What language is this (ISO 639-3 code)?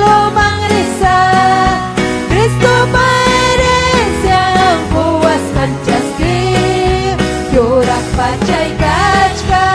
quy